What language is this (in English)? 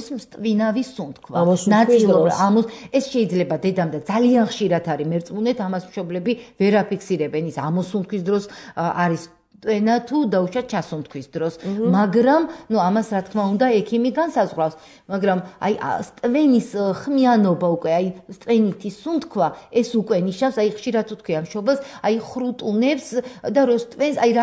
Georgian